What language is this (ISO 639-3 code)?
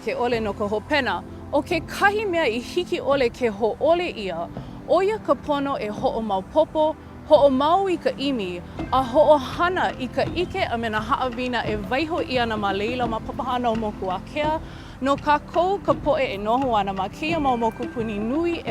haw